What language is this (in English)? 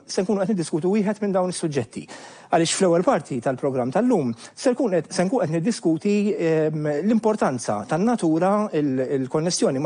Maltese